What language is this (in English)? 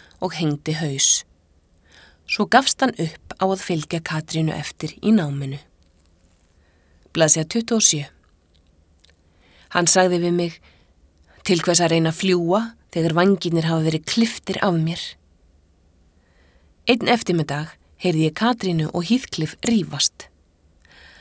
Icelandic